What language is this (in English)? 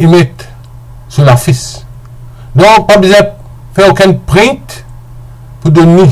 Morisyen